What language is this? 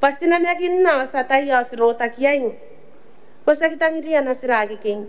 Gilbertese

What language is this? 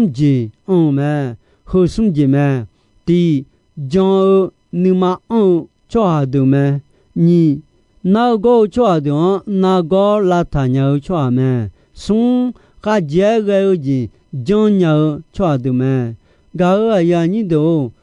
Akha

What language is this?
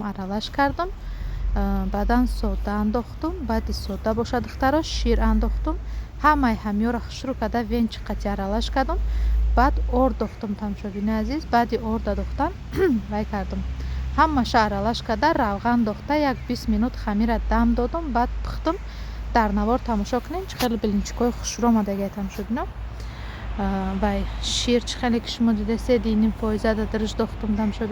Tajik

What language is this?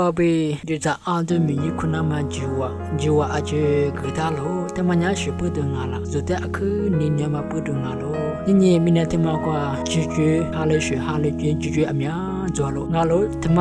Lisu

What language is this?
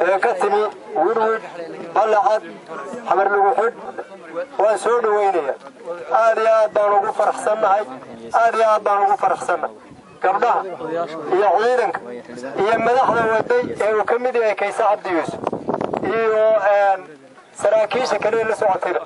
Somali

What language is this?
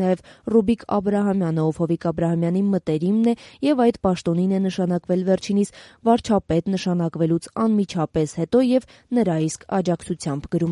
Armenian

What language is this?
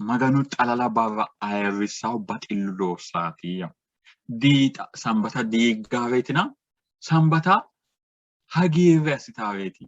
Sidamo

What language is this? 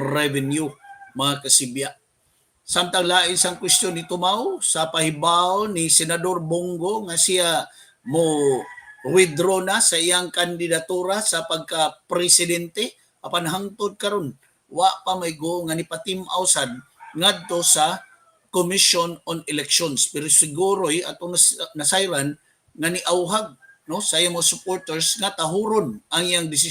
Cebuano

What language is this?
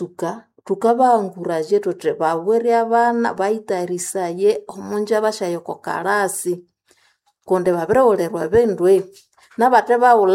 Nande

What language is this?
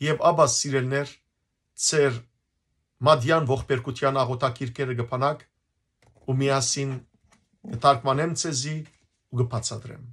Western Armenian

